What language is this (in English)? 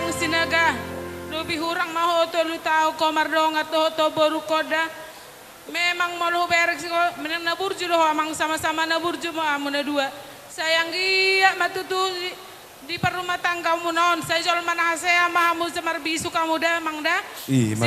Batak Toba